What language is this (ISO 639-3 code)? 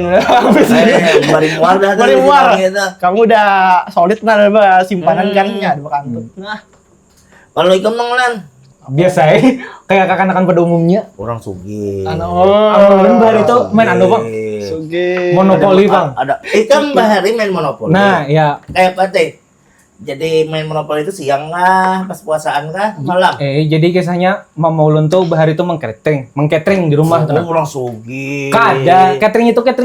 bjn